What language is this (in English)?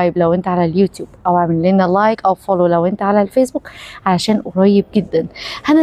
Egyptian Arabic